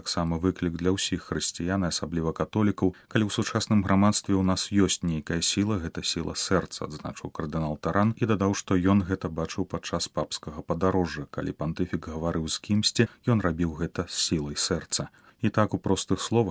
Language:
Belarusian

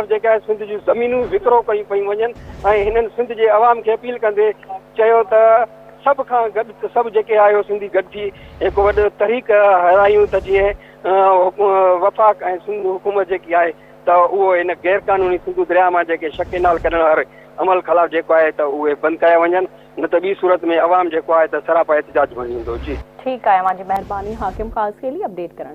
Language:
Sindhi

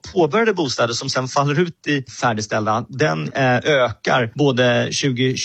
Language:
Swedish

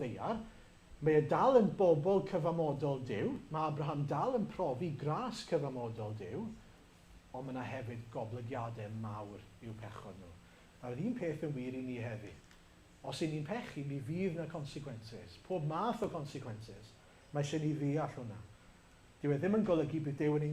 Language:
Welsh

